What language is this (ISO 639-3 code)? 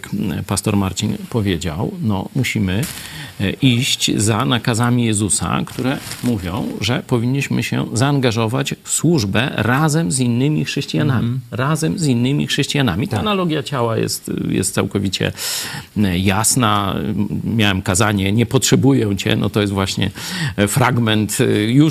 pol